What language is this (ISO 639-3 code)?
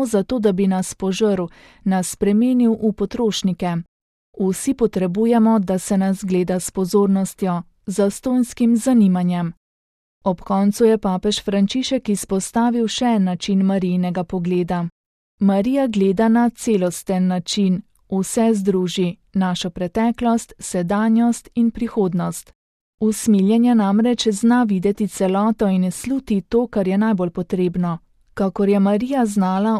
slv